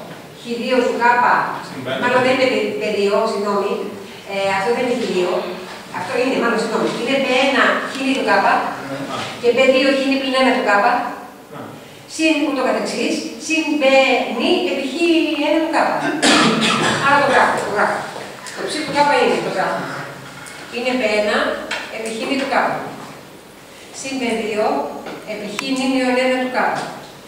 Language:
Greek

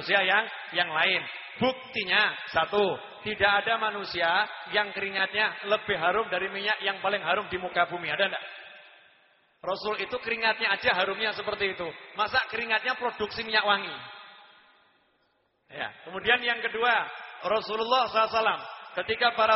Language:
Indonesian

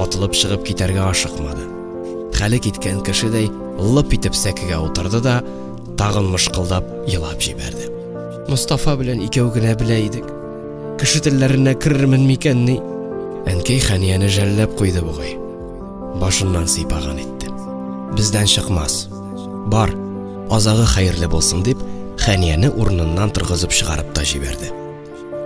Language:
Tatar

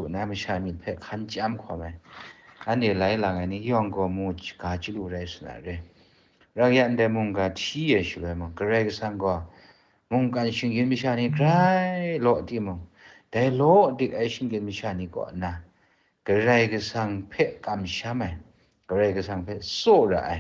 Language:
Kachin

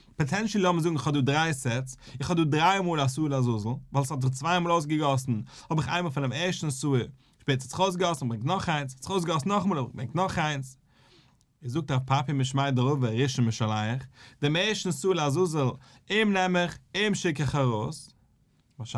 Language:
Yiddish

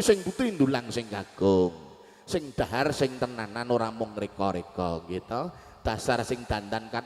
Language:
Javanese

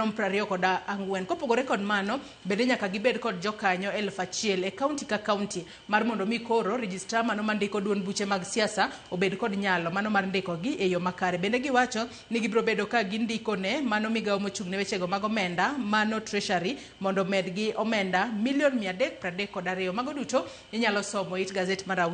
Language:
Luo (Kenya and Tanzania)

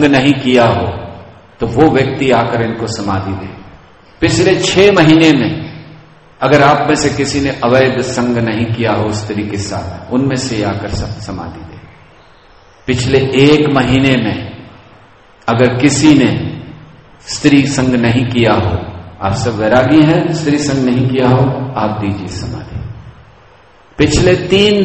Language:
Hindi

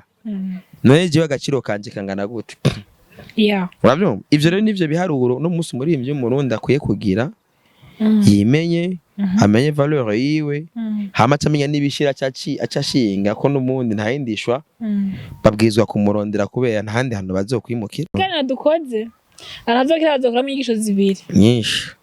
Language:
Rundi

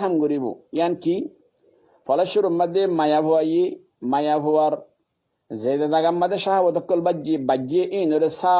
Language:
Rohingya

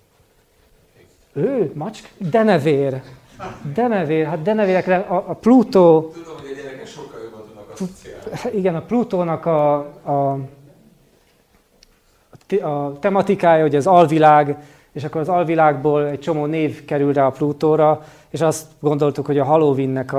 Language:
Hungarian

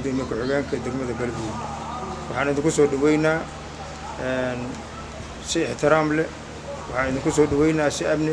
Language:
Somali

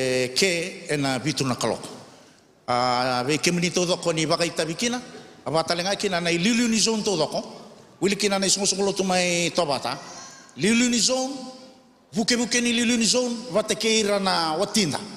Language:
Fijian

